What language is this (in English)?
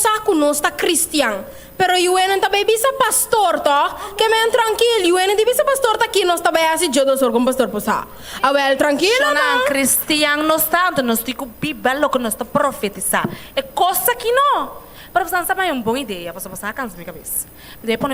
Papiamento